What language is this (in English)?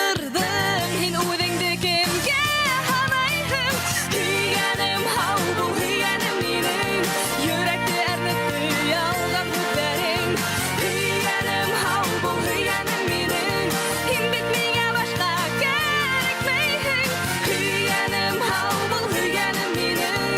Bashkir